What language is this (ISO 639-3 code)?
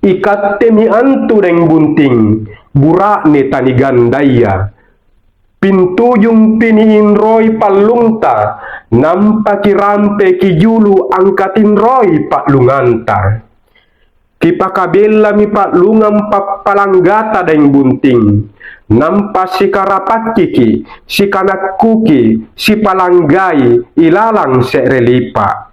mak